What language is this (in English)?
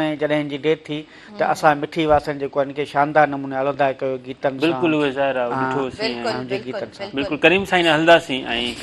Sindhi